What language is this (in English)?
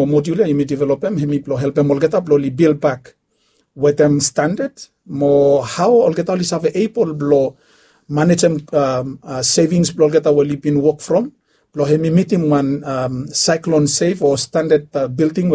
Bislama